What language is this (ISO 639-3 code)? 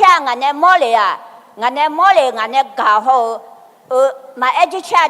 ahk